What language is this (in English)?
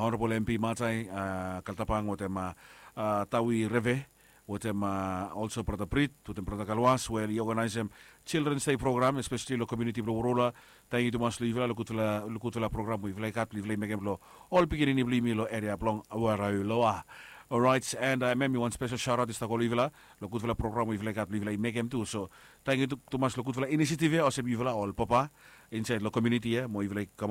Bislama